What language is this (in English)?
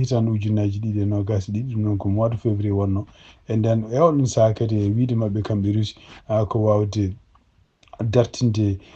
Fula